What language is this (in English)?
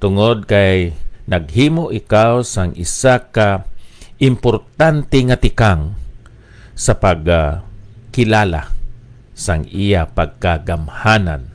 Hiligaynon